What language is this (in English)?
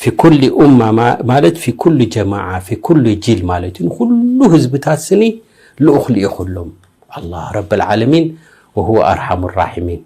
Tigrinya